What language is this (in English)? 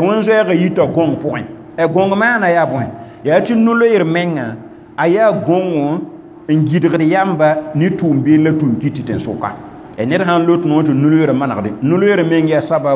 Mossi